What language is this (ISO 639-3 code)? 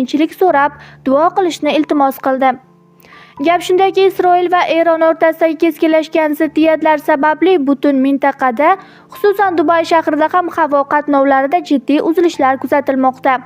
uzb